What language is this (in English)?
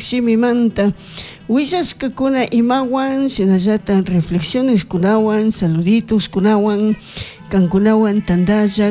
Chimborazo Highland Quichua